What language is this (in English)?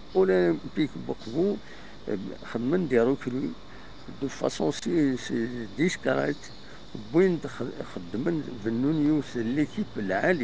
Kabyle